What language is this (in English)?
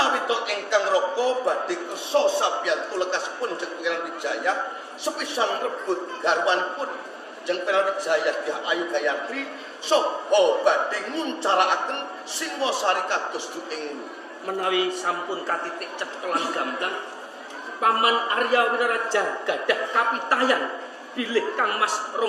Javanese